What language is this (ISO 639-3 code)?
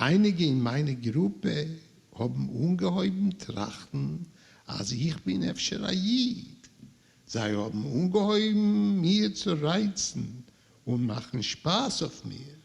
yid